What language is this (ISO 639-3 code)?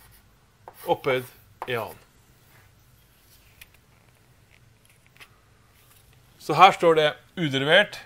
nor